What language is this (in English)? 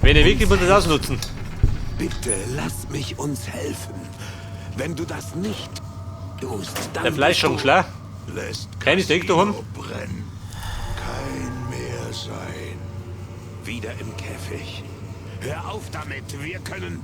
Bavarian